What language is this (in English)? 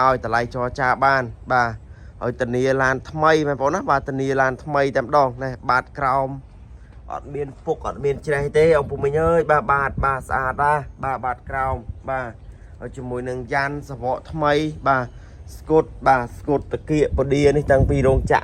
Khmer